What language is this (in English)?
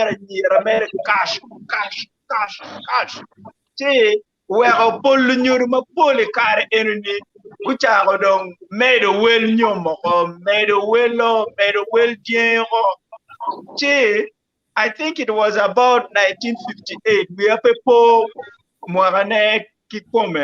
Acoli